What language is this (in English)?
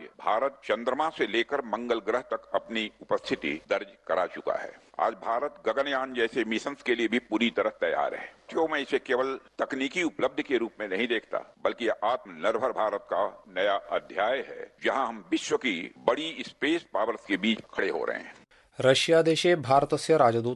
Sanskrit